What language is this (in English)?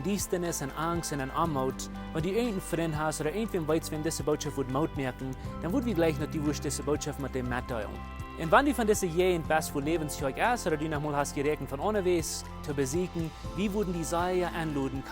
Plautdietsch